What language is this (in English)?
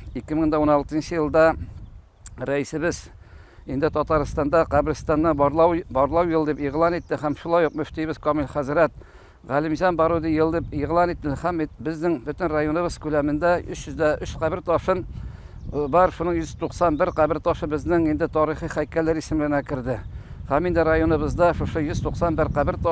Tatar